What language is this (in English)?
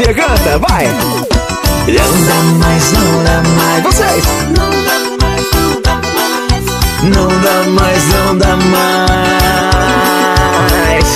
Portuguese